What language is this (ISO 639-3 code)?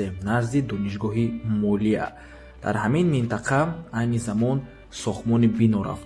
tgk